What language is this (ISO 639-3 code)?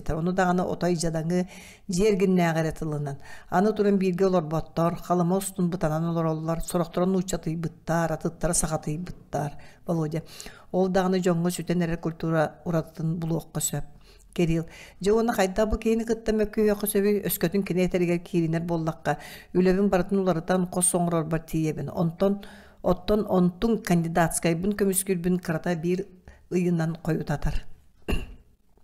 sah